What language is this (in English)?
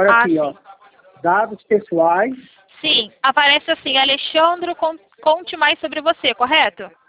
Portuguese